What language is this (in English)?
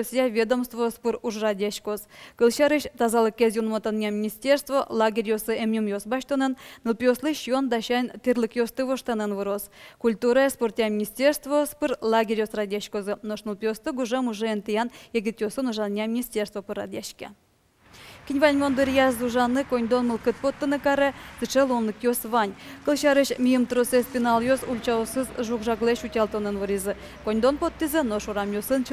Udmurt